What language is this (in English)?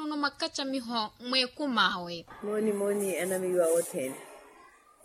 Makhuwa